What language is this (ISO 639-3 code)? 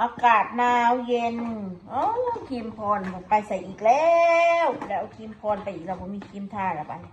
tts